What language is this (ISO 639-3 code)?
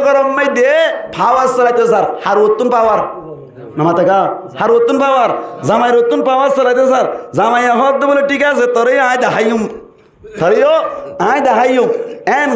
rhg